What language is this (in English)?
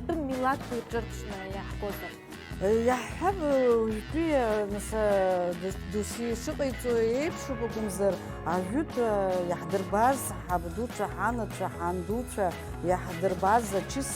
Abkhazian